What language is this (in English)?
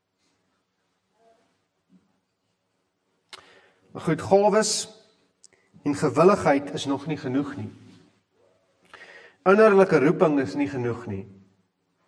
Afrikaans